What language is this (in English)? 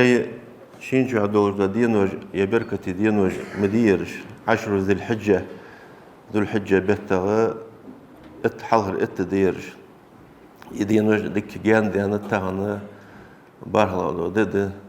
Ingush